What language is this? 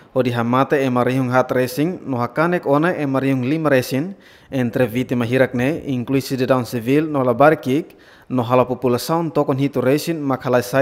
Tetum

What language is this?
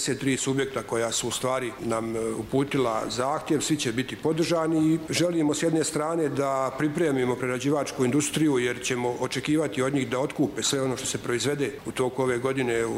Bosnian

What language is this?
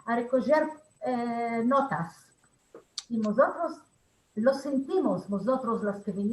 Ladino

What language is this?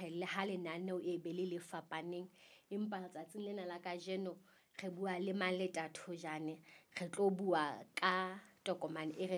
Southern Sotho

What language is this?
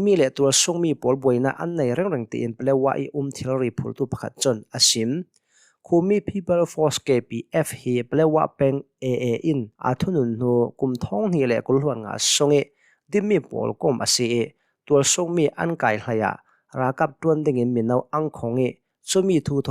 Hakha Chin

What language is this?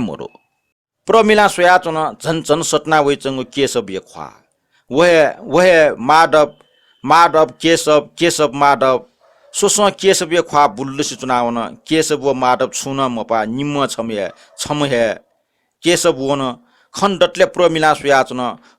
Newari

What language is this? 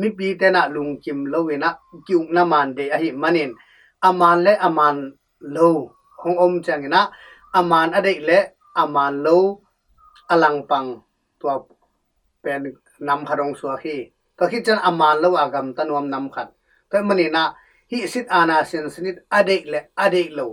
Tedim Chin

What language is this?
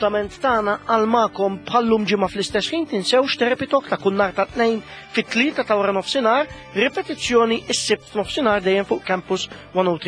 Maltese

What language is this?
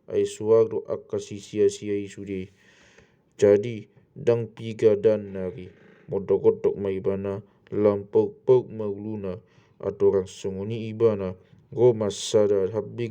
Batak Toba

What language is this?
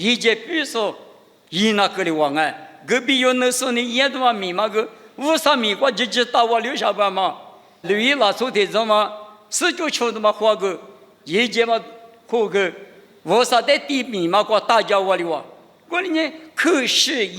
Lisu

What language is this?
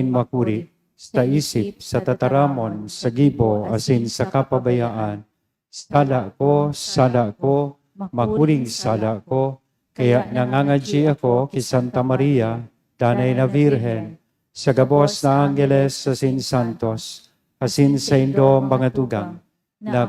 Bikol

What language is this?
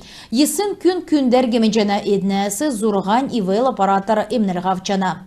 Kalmyk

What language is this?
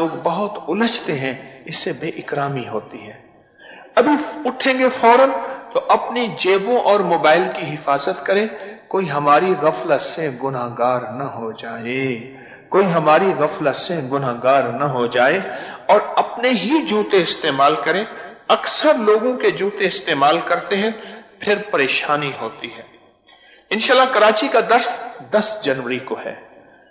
Urdu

